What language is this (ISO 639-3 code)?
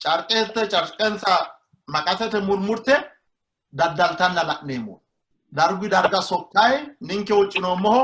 sid